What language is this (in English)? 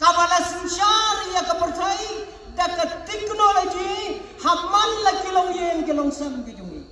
Khasi